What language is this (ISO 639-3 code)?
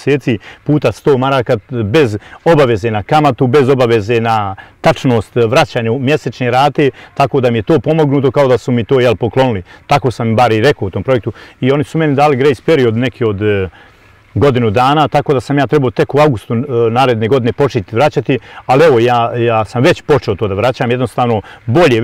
bos